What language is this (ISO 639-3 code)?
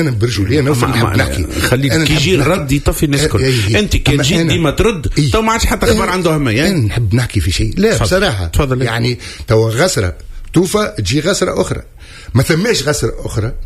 aeb